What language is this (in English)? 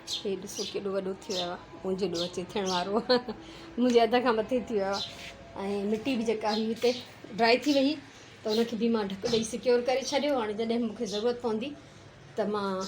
Sindhi